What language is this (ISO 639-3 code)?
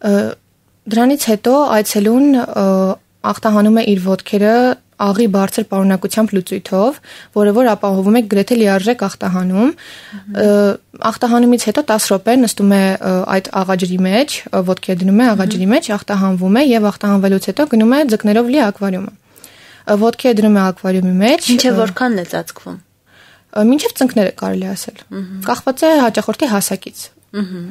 hye